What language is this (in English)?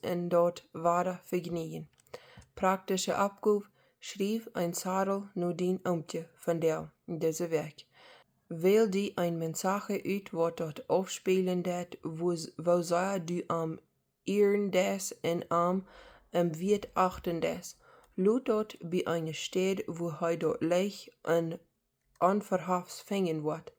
Plautdietsch